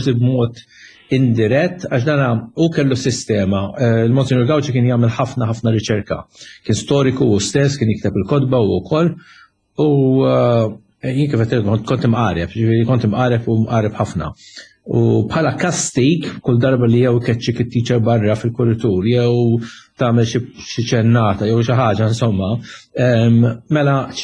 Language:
Maltese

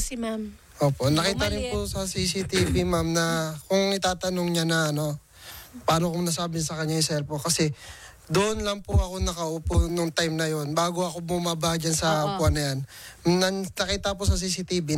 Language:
Filipino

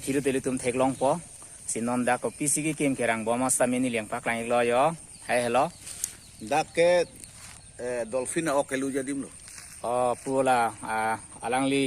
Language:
Karbi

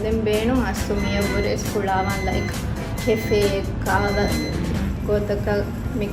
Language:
Divehi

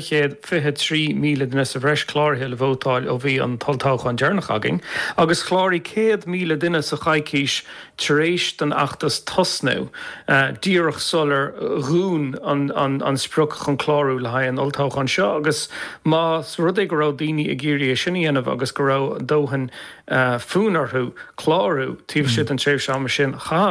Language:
Irish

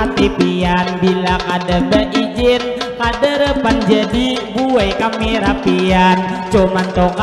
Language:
Banjar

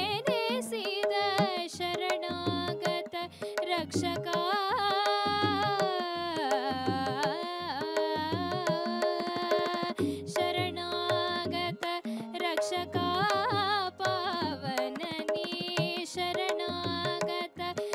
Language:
Kannada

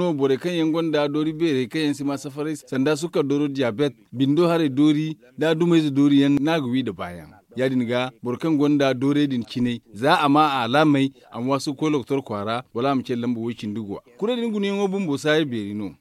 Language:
Zarma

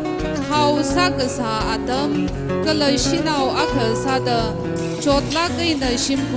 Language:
Tangkhul Naga (India)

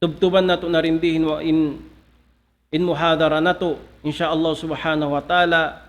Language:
Tausug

